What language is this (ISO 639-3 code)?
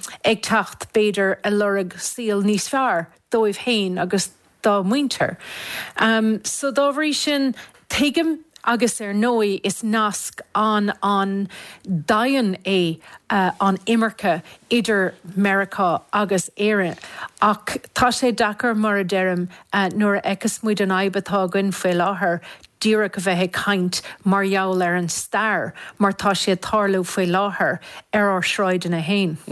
gle